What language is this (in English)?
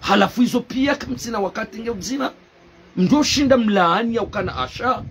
Ngazidja Comorian